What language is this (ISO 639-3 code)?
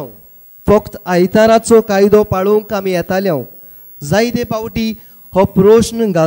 kok